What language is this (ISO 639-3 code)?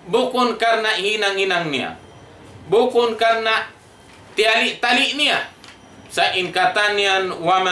tsg